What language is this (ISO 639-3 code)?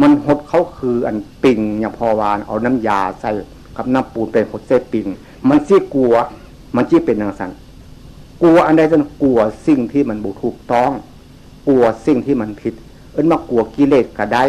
tts